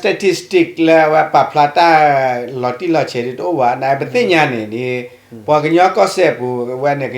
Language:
S'gaw Karen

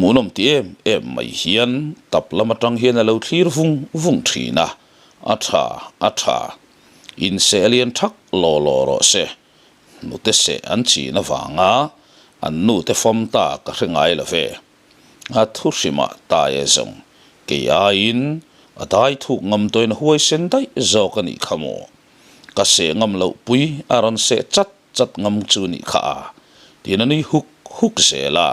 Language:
Mizo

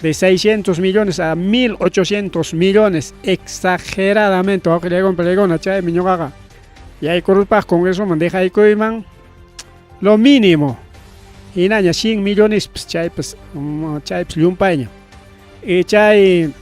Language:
Ayacucho Quechua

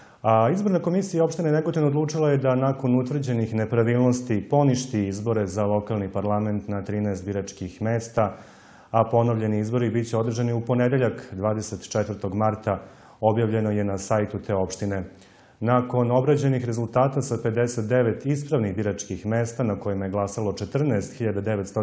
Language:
Serbian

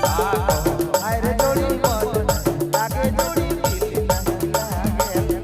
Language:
Sadri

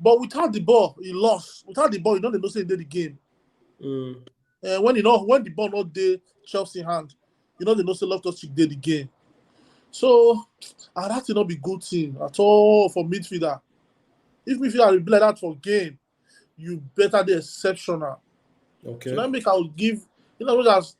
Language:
Nigerian Pidgin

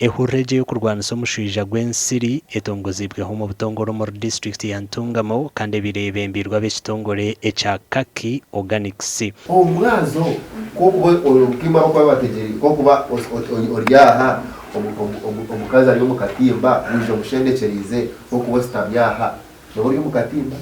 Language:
Nyankole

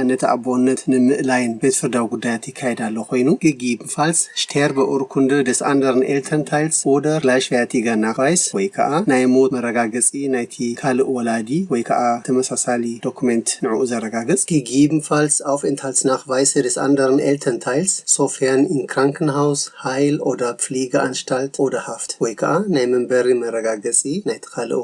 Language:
Tigrinya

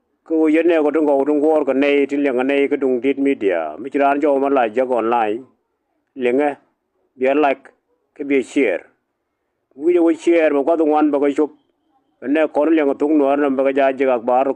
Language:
Nuer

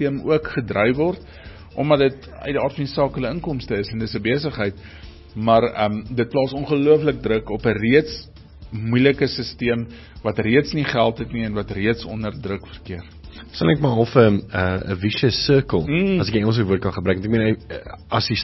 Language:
Afrikaans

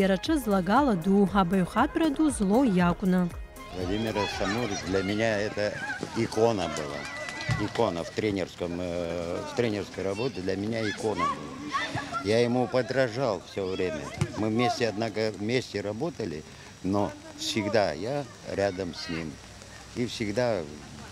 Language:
Abkhazian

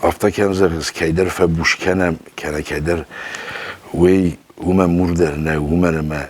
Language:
Ossetic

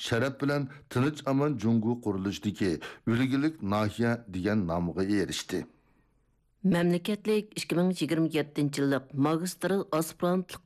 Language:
Uyghur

